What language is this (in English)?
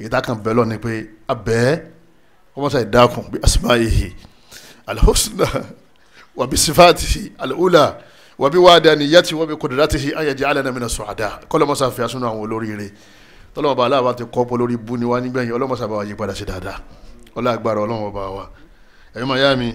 Yoruba